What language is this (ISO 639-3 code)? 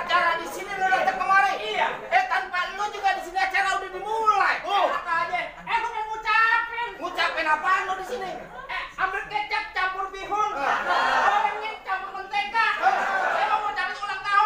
bew